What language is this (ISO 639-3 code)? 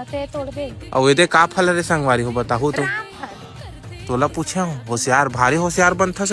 hne